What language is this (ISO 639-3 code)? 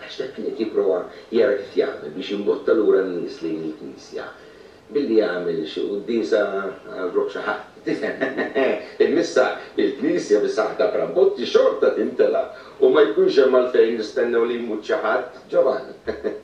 mlt